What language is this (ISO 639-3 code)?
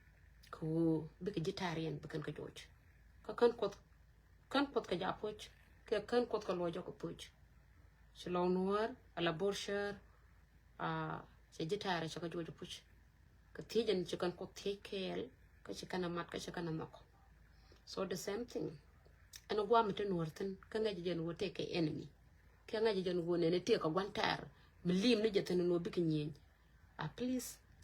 nus